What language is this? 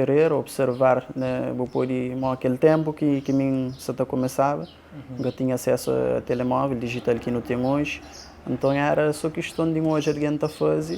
Kabuverdianu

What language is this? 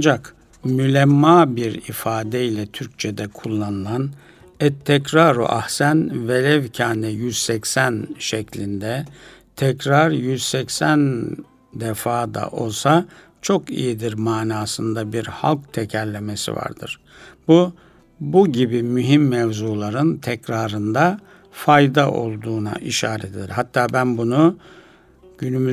Turkish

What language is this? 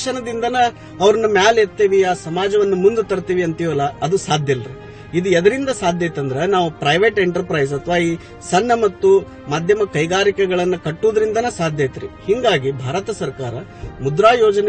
Kannada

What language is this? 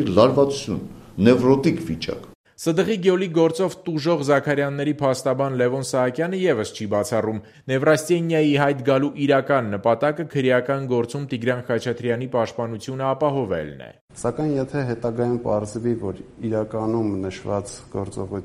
Armenian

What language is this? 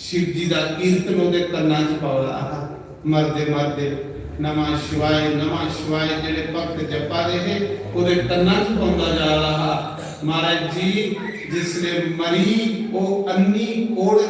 Dogri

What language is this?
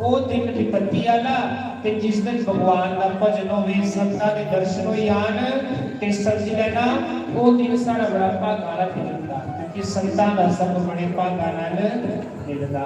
Dogri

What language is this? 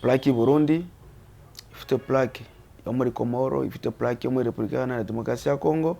Kinyarwanda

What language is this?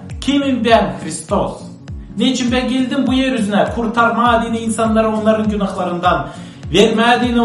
Gagauz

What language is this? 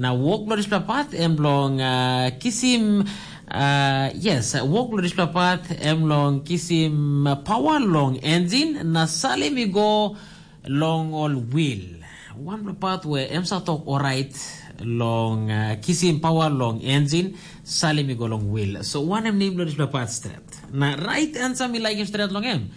Tok Pisin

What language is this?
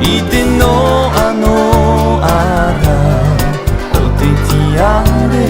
Tahitian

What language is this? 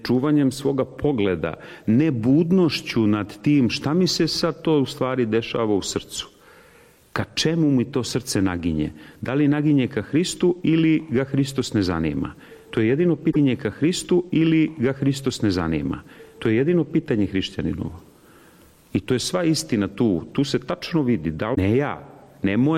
Serbian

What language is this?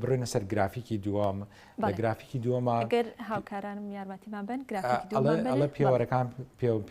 Central Kurdish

